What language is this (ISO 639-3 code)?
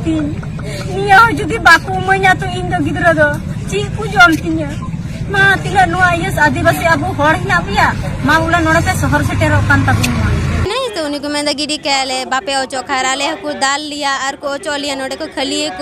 sat